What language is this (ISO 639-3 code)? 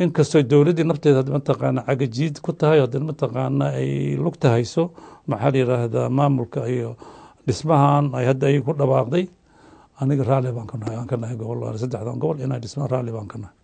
som